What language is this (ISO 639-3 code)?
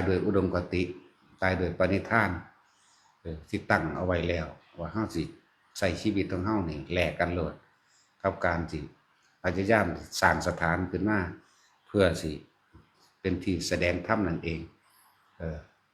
tts